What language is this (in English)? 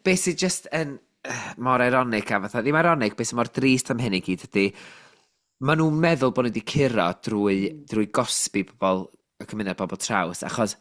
Welsh